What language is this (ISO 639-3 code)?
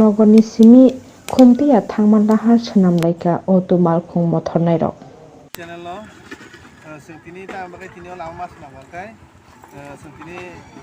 trp